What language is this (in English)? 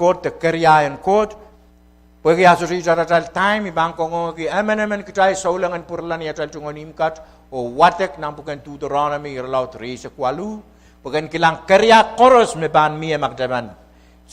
Pohnpeian